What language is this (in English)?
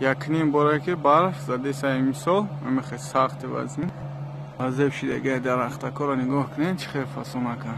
Tajik